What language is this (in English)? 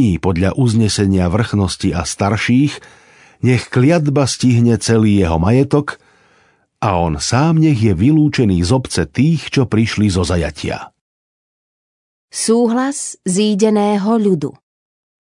Slovak